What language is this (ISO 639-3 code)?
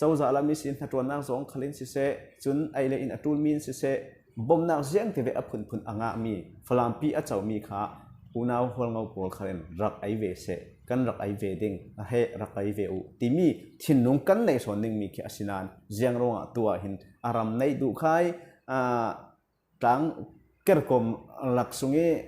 cfm